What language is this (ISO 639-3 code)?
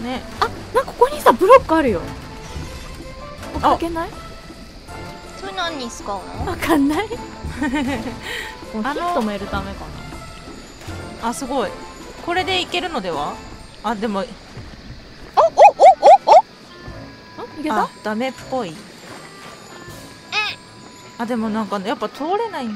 jpn